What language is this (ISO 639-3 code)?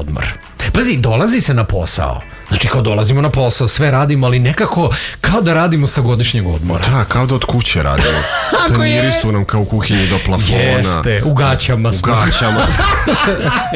srp